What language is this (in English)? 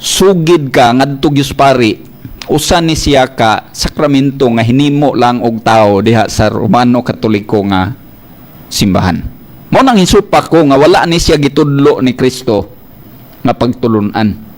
Cebuano